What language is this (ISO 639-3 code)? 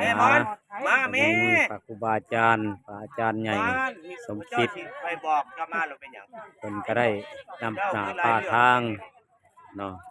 lao